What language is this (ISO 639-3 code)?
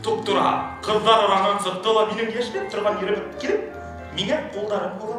bak